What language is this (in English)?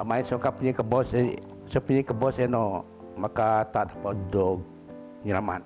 Biatah Bidayuh